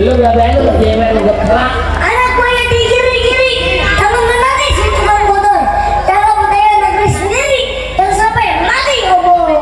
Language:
Betawi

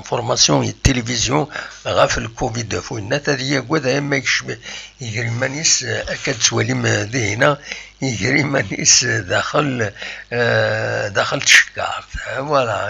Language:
Kabyle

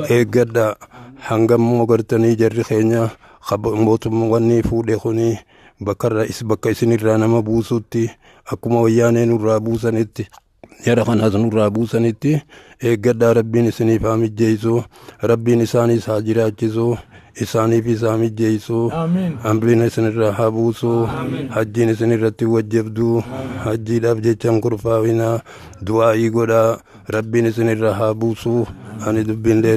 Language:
Oromo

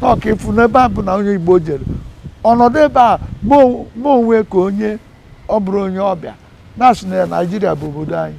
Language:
Igbo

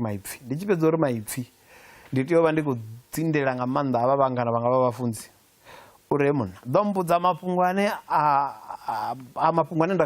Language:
Venda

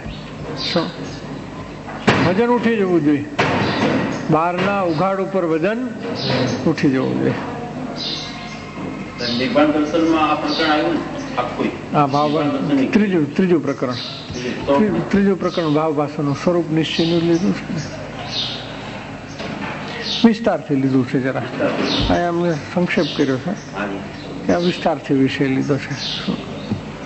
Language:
Gujarati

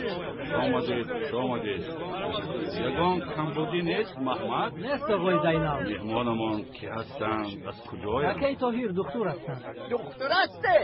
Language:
Tajik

